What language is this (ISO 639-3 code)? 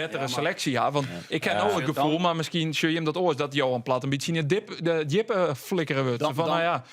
fry